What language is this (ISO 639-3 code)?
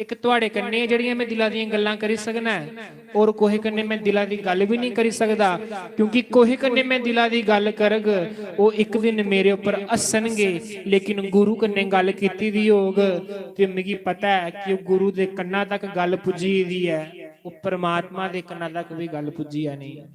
doi